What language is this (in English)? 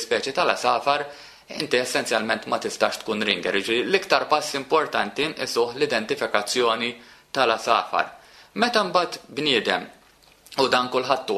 Maltese